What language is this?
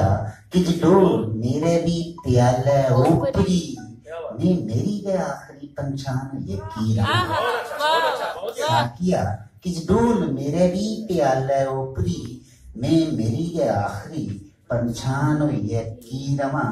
Dogri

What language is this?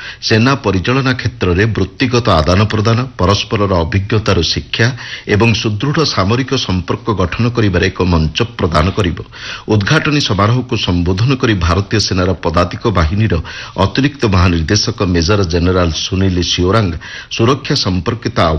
Odia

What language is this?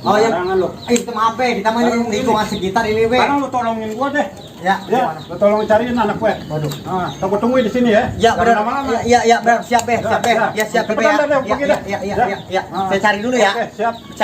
Betawi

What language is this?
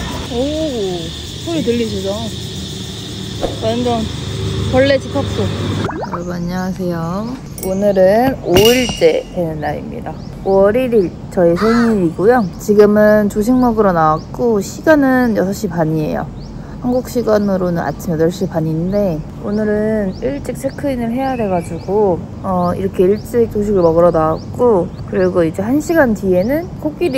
Korean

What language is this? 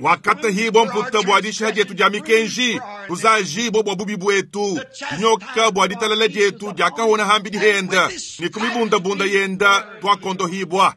Luba-Lulua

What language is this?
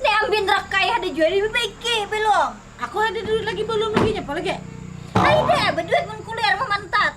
Banjar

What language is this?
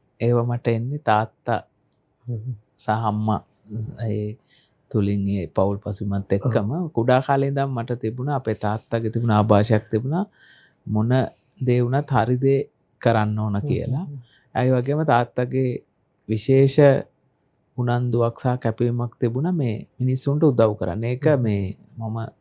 Sinhala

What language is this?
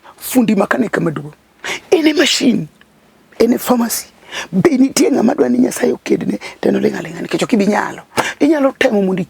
Luo (Kenya and Tanzania)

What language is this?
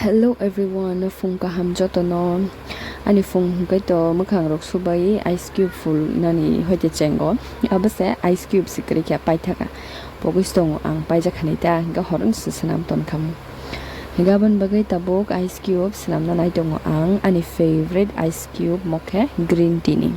Kok Borok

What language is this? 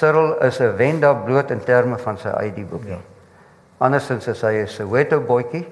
Afrikaans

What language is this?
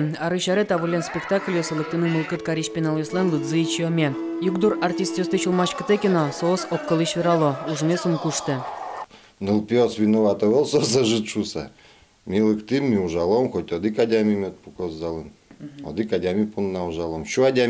Udmurt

